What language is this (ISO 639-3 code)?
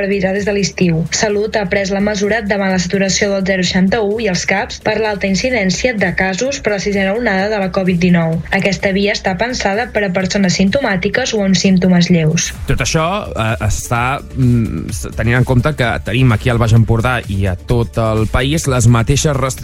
cat